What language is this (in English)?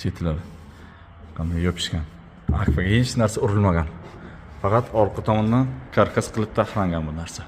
Uzbek